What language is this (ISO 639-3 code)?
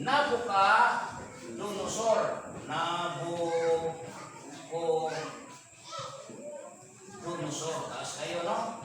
ceb